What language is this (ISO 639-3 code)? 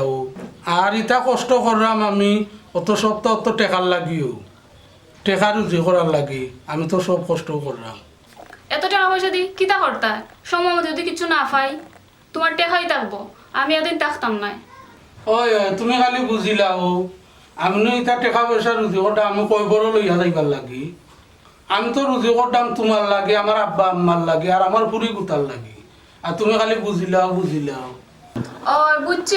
syl